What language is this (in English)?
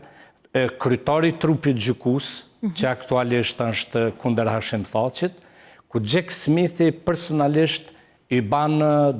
Albanian